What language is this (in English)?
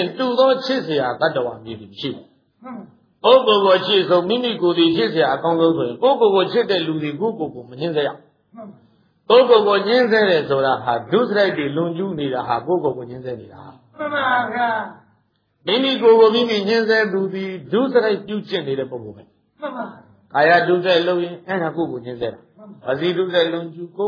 Burmese